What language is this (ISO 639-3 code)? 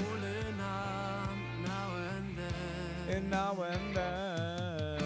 yid